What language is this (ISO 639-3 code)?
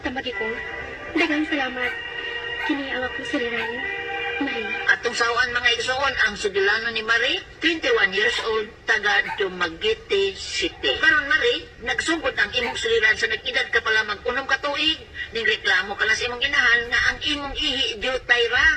ceb